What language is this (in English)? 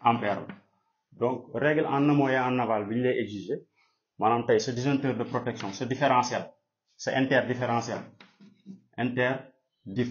Wolof